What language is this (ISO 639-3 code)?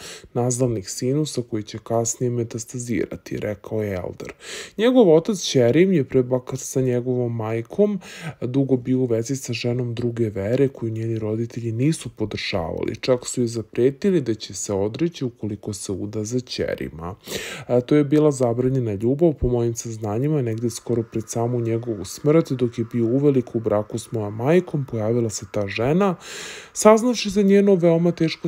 srp